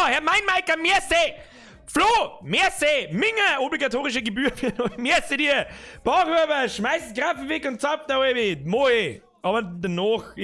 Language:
Bavarian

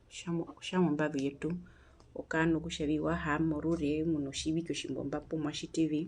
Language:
Herero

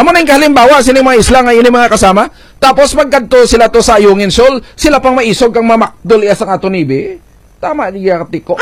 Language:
Hiligaynon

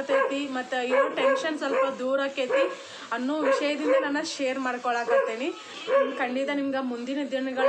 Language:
Kannada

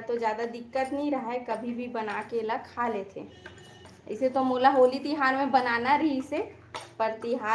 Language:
Chhattisgarhi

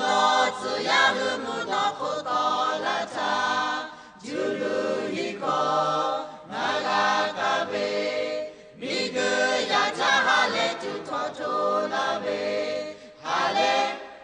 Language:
Lahu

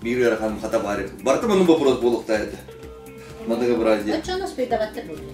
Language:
Yakut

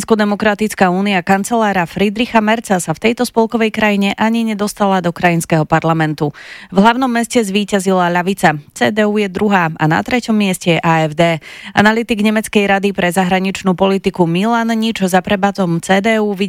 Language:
Slovak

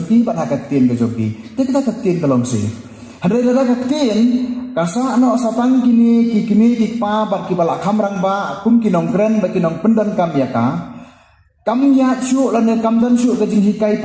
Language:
Khasi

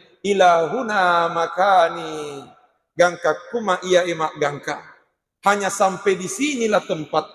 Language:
Buginese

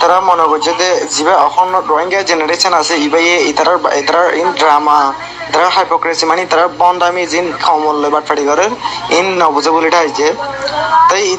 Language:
Rohingya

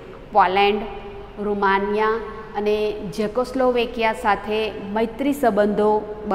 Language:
Gujarati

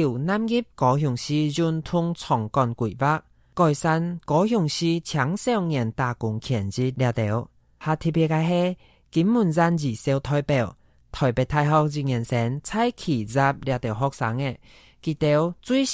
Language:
Hakka Chinese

